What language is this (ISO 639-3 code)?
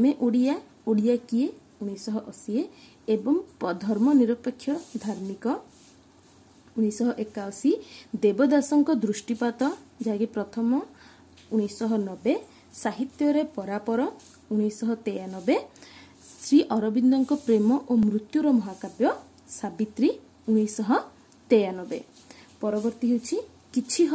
ori